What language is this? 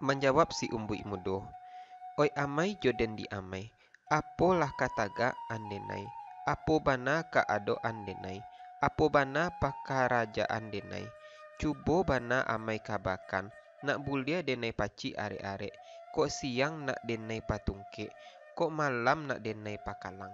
Minangkabau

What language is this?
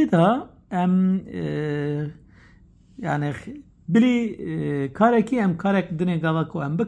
Kurdish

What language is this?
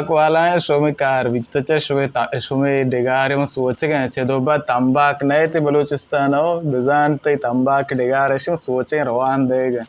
Baluchi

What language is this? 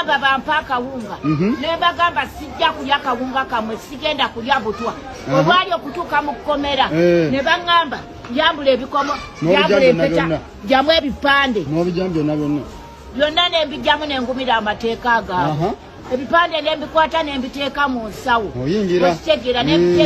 Ganda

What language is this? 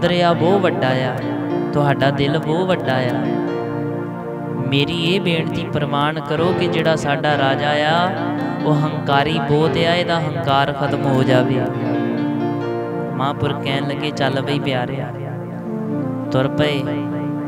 Punjabi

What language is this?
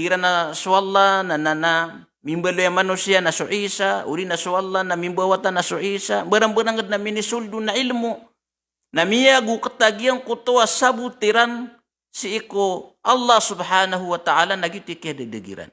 Maranao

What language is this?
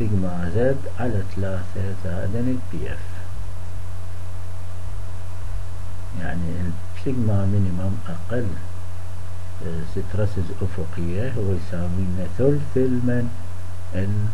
Arabic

